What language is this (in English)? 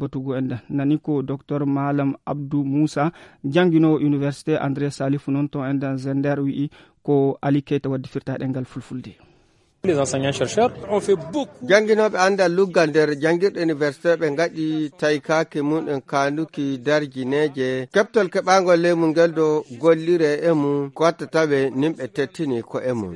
Fula